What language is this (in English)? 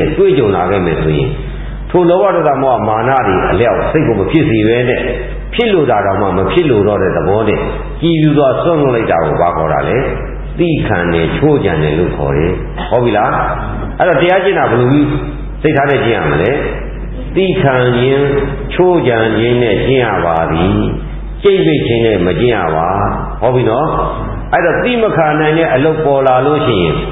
Burmese